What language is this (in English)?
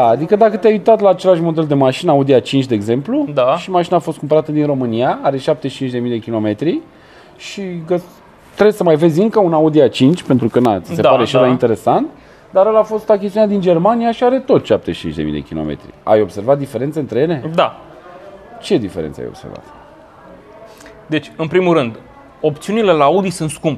Romanian